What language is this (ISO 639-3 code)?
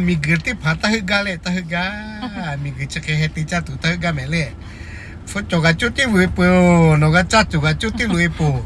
lhu